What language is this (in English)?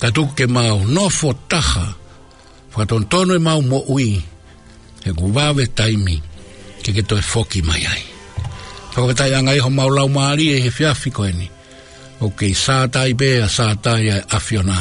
Tongan